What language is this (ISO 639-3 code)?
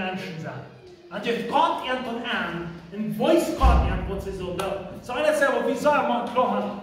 pdt